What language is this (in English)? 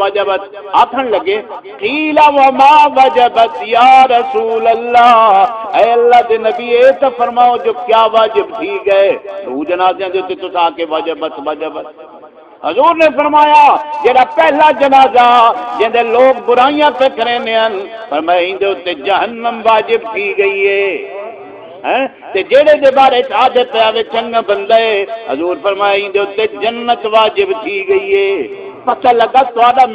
Saraiki